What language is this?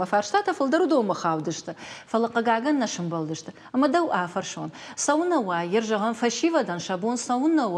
Ossetic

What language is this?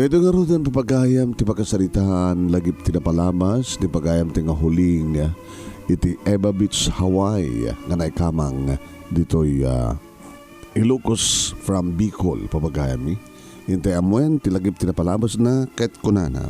Iloko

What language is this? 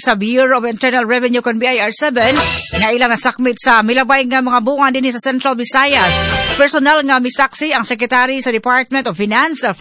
Cebuano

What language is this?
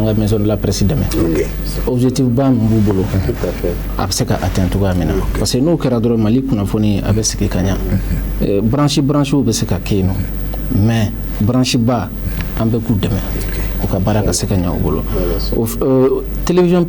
Bambara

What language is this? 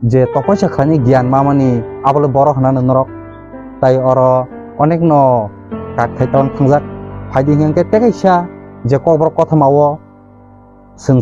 Kok Borok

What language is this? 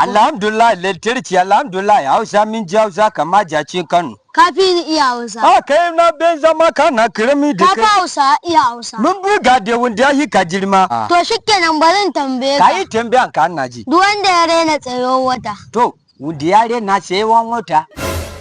Hausa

